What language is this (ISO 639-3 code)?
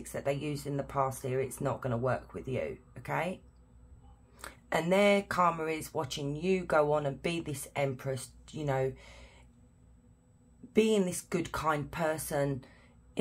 eng